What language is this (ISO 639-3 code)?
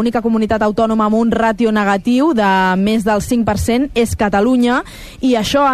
cat